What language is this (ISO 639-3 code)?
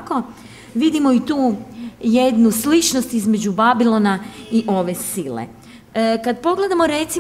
hrv